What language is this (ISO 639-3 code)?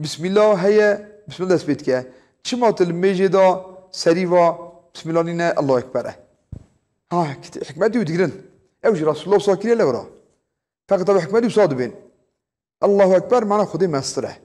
kur